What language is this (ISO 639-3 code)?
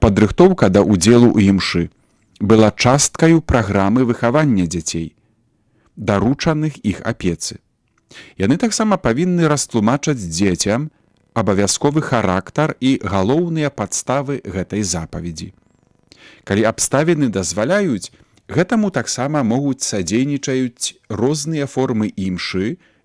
bel